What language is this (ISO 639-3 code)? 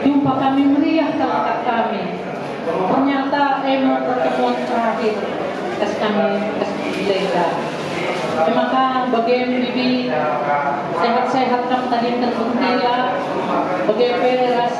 btx